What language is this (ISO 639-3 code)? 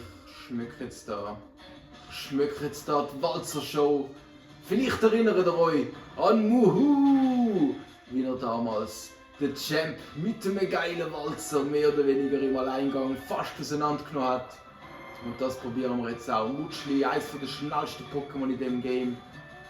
gsw